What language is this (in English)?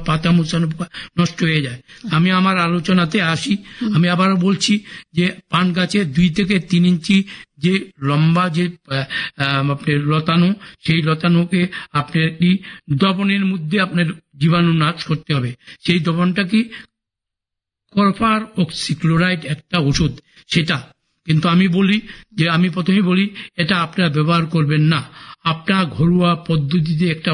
Bangla